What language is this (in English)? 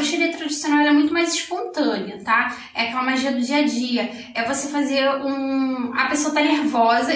Portuguese